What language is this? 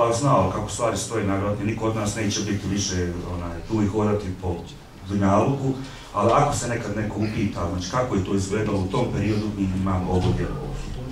Bosnian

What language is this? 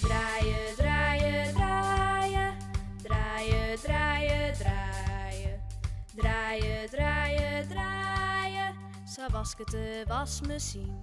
Western Frisian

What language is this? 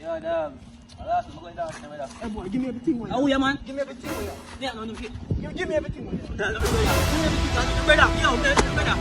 Jamaican Creole English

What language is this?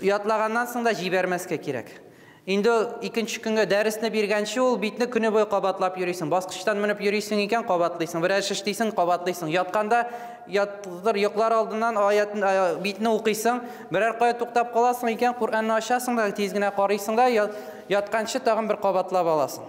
Tatar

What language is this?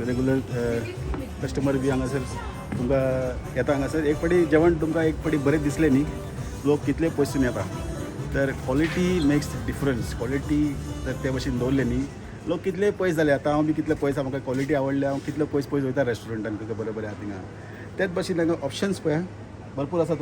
Konkani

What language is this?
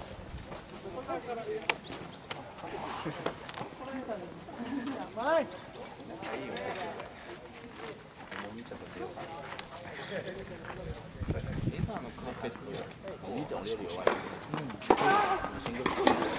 Japanese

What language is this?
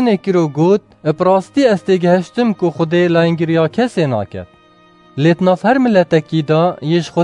Kurdish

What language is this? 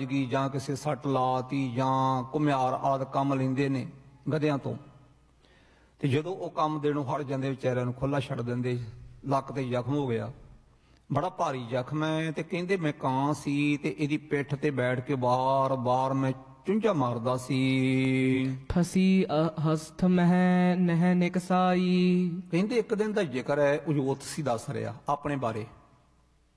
Punjabi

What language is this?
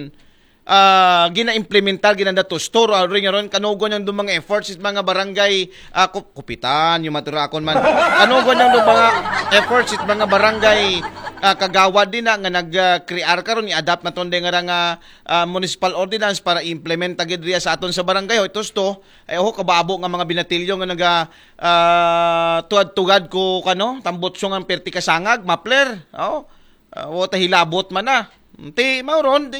Aklanon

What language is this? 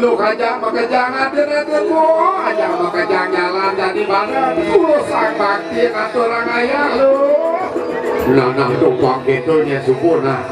Balinese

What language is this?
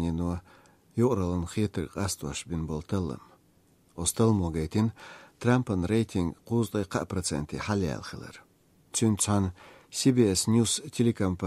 Chechen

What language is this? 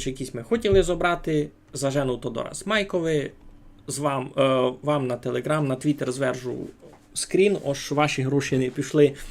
Rusyn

